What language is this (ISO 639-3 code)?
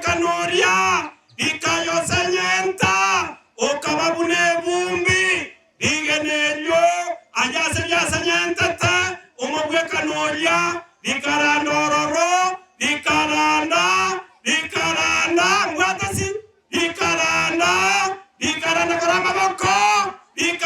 guz